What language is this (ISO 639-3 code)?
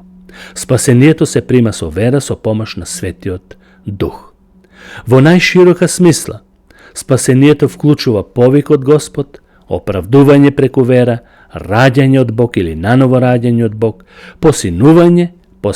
mkd